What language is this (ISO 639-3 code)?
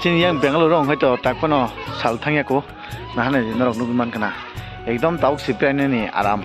trp